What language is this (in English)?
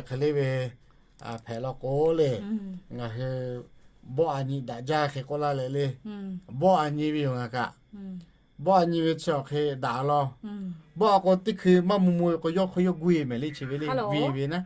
Lahu